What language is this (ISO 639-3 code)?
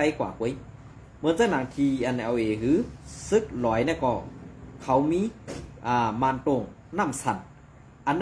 shn